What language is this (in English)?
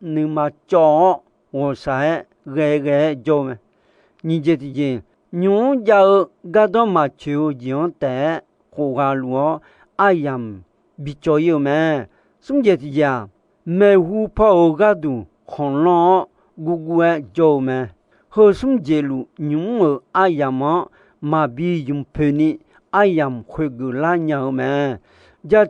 Akha